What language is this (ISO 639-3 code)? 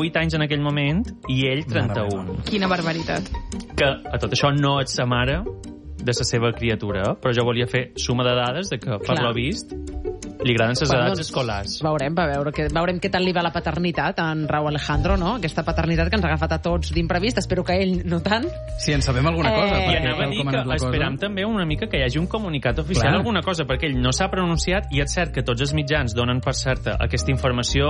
cat